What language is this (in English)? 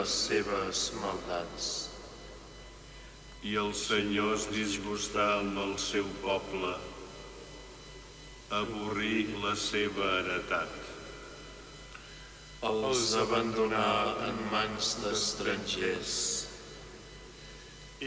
Catalan